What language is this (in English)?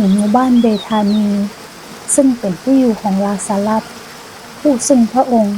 Northern Thai